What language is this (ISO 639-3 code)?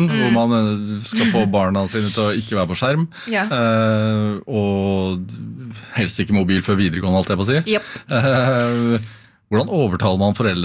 nor